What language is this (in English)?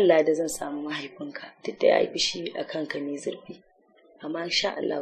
Hausa